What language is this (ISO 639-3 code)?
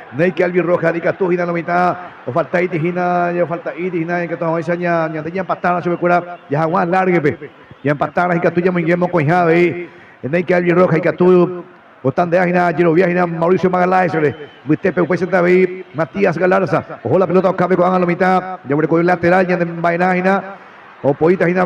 grn